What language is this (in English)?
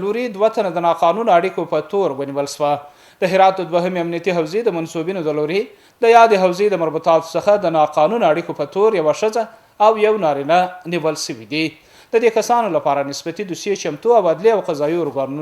Pashto